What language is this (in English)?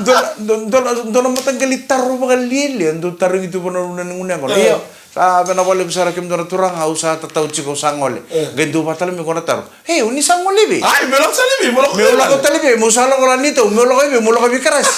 Fijian